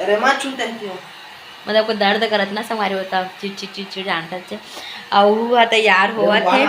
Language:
Chhattisgarhi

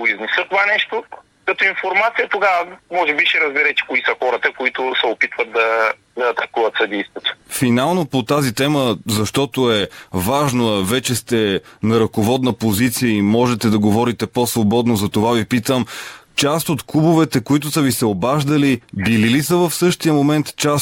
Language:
Bulgarian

